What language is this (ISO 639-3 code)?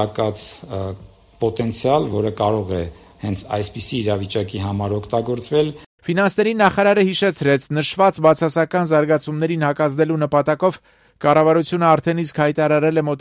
hye